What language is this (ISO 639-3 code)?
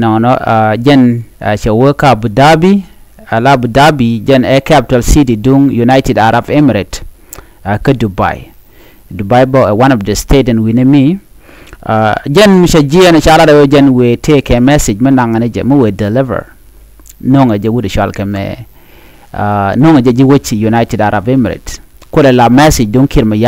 nus